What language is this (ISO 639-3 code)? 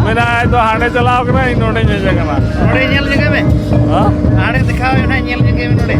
sat